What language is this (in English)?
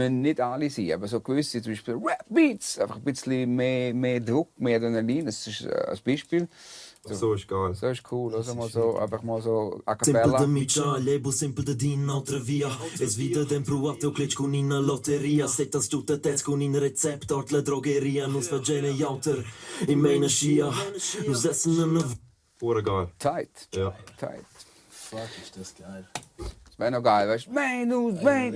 Romansh